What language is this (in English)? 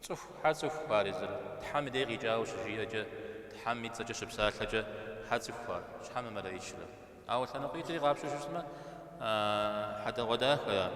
Kabardian